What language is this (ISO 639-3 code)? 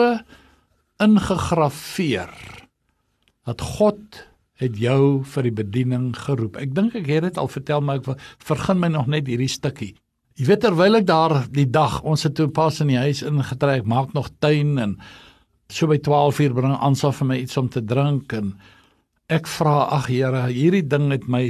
afr